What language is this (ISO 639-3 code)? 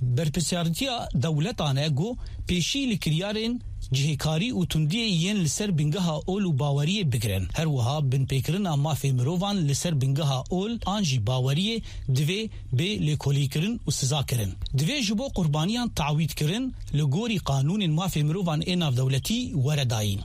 kur